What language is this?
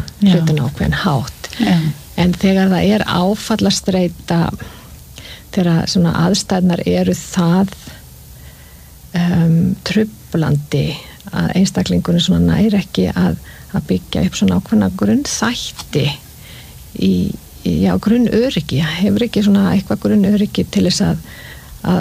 Icelandic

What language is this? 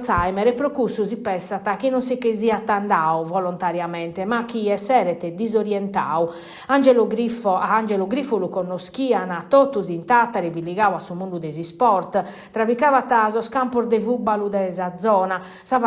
Sardinian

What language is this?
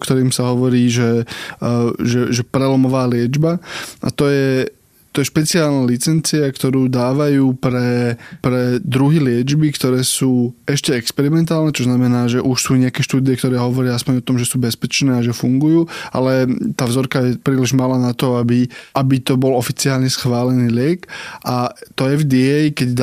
Slovak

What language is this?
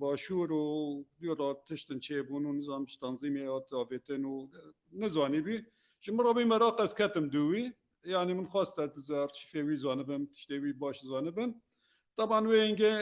Kurdish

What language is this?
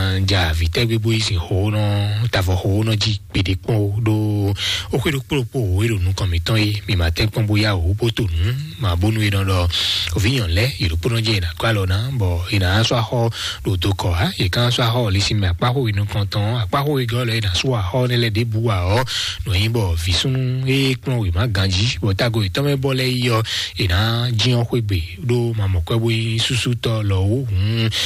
Fon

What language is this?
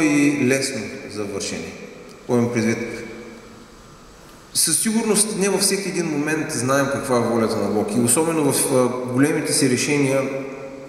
Bulgarian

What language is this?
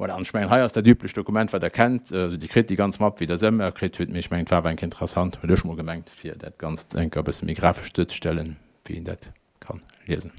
Luxembourgish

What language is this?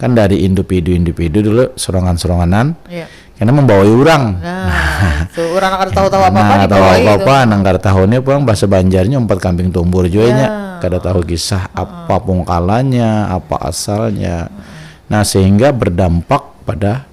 Banjar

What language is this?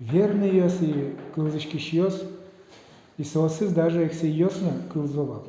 Udmurt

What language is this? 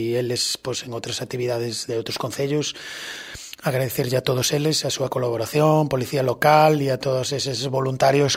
Galician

